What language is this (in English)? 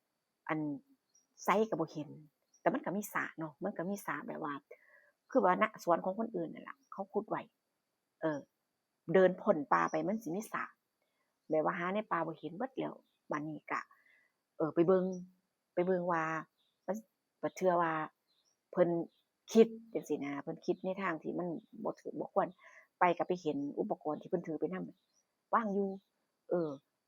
Northeastern Thai